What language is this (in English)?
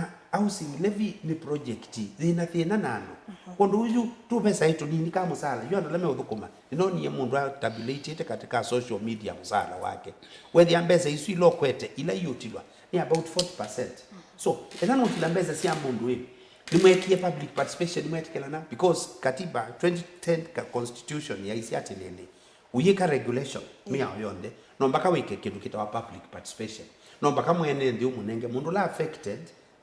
Kamba